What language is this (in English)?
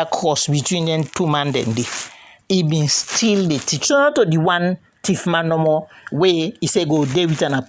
Krio